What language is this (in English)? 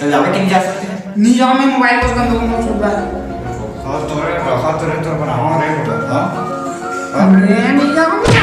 Chhattisgarhi